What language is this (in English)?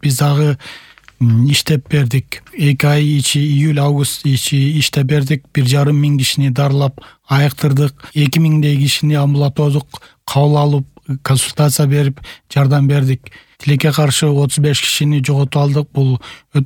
Kyrgyz